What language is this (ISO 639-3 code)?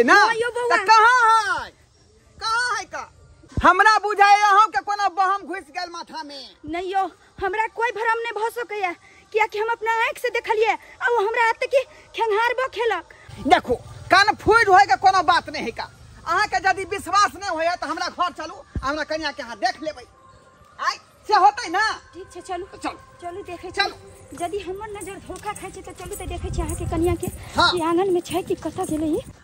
mai